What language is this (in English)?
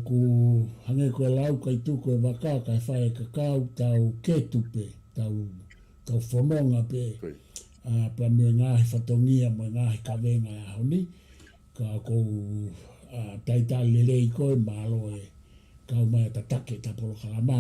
Tongan